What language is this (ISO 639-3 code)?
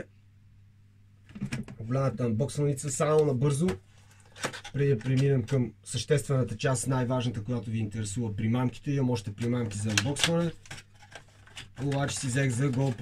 bul